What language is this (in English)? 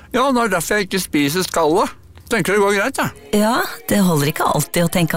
Norwegian